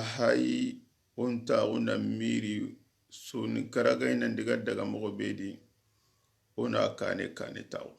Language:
Soninke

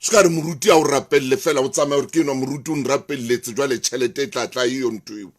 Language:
Southern Sotho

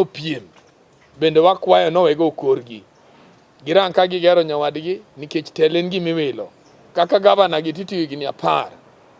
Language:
Luo (Kenya and Tanzania)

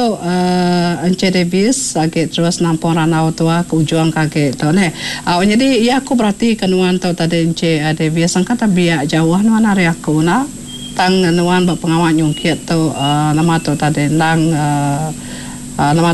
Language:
Iban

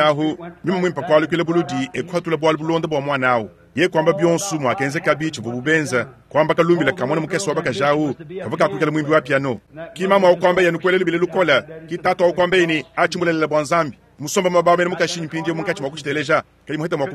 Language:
Luba-Lulua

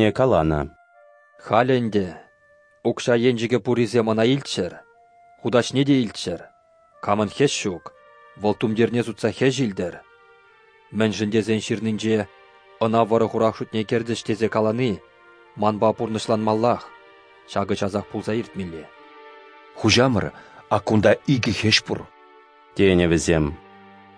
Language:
Chuvash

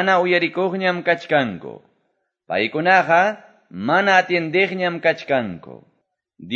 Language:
Quechua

